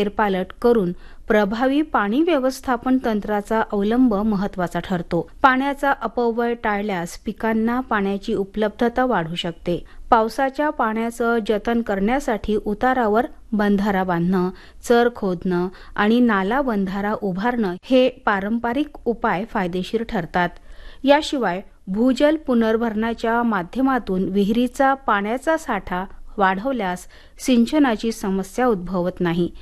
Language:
Marathi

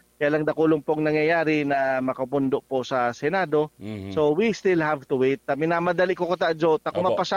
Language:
Bikol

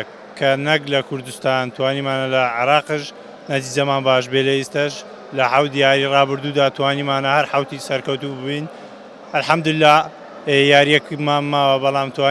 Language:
Central Kurdish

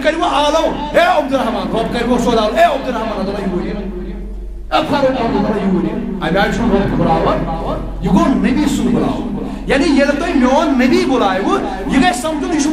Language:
Kashmiri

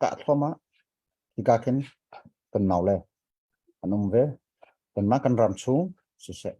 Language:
Hakha Chin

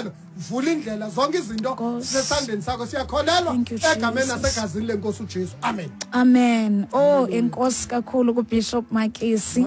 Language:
Xhosa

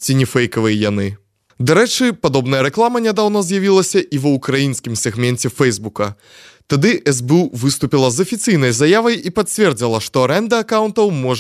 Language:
Belarusian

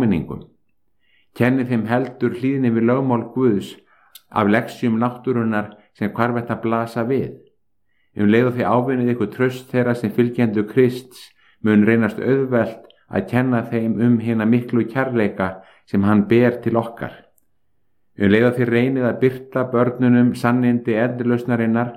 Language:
Icelandic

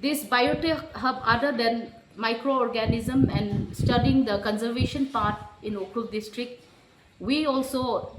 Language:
Tangkhul Naga (India)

